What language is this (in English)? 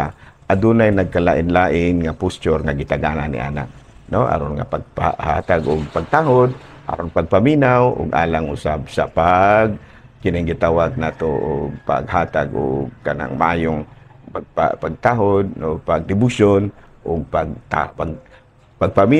Cebuano